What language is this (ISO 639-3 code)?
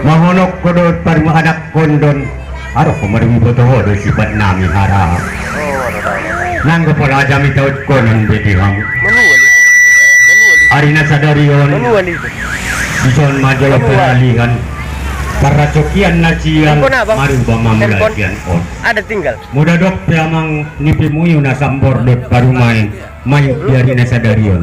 akb